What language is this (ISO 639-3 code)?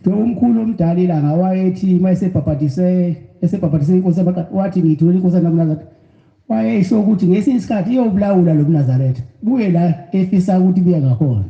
zul